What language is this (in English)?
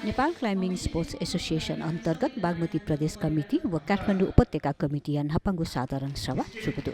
Newari